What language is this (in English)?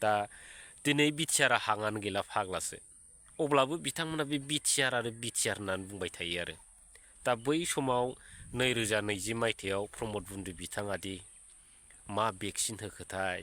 Bodo